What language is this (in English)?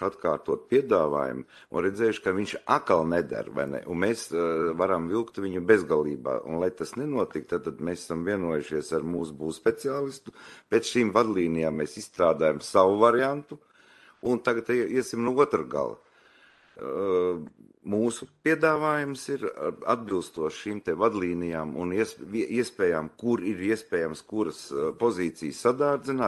Latvian